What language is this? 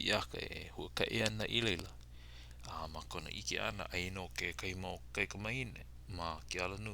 Hawaiian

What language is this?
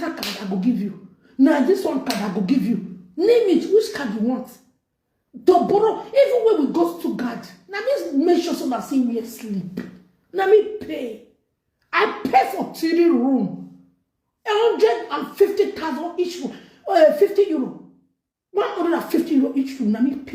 Nigerian Pidgin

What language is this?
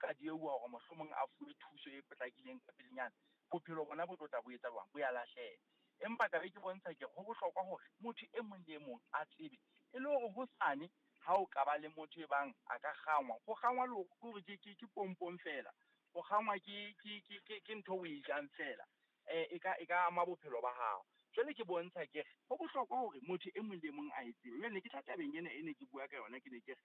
Southern Sotho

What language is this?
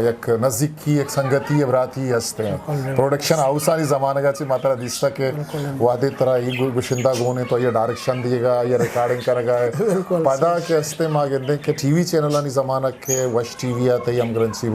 Eastern Balochi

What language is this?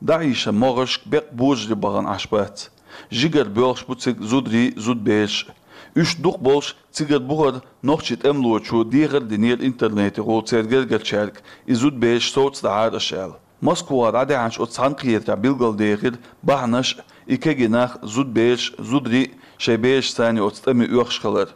Chechen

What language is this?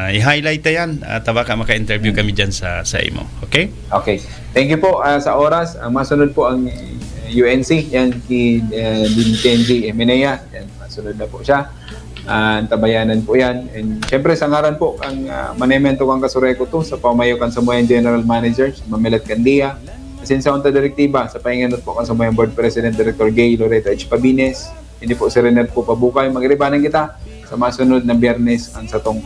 Bikol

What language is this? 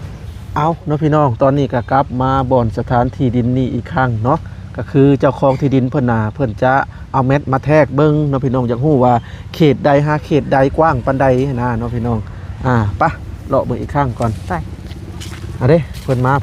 Lao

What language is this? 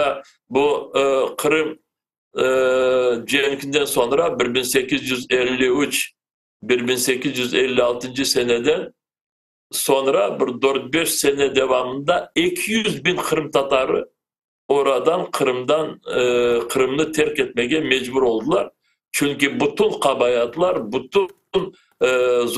Crimean Tatar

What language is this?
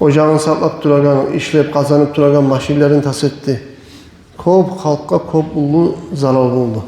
Kumyk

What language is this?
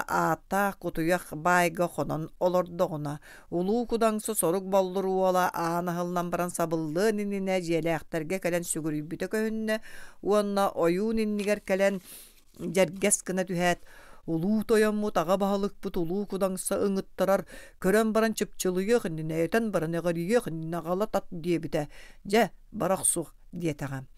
Yakut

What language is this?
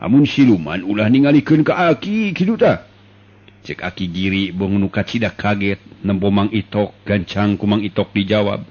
Sundanese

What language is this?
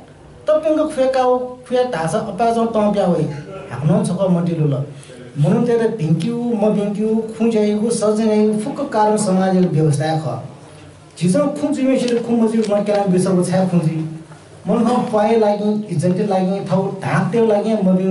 Newari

